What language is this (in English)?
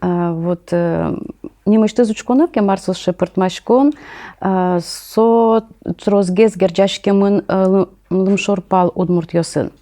Udmurt